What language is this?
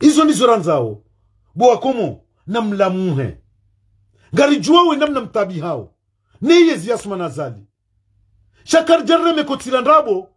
Ngazidja Comorian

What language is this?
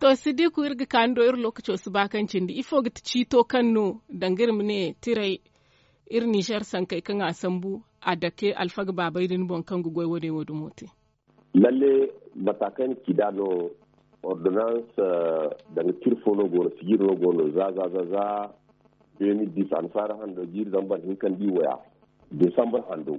Zarma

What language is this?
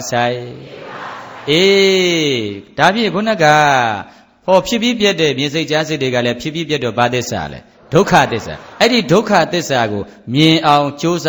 Burmese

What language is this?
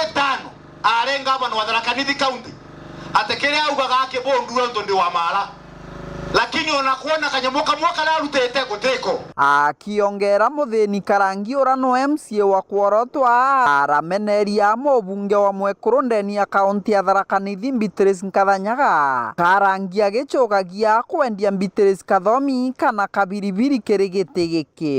Meru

